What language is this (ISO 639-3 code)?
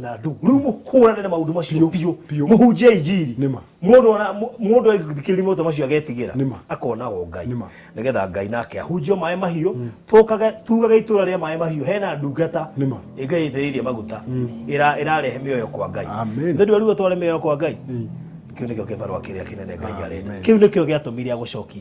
kik